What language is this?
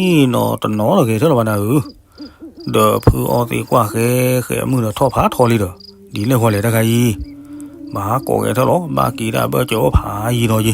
S'gaw Karen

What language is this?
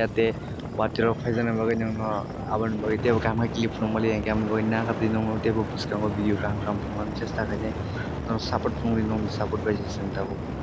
Kok Borok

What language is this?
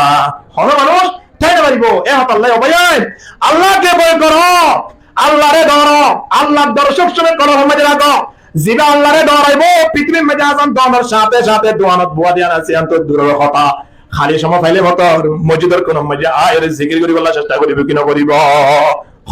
Rohingya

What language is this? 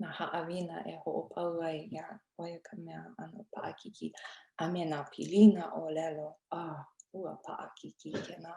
Hawaiian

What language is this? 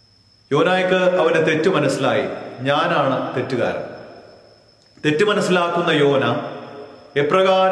Malayalam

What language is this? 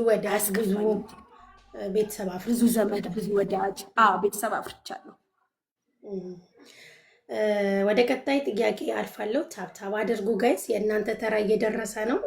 Amharic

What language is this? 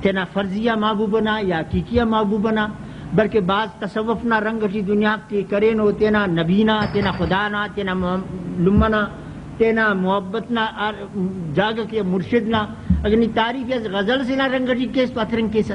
Brahui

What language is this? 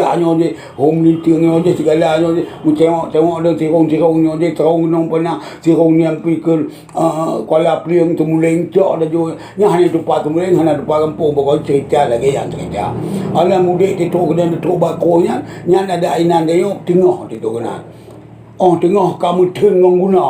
Achinese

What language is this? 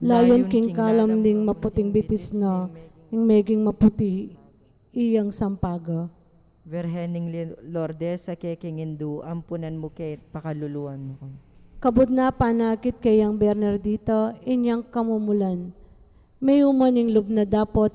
Pampanga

